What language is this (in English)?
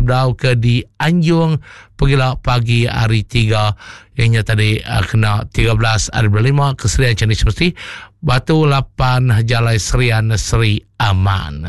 Iban